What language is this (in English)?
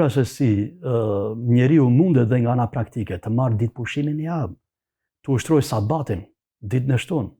Albanian